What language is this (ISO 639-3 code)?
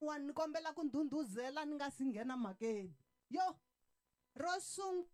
tso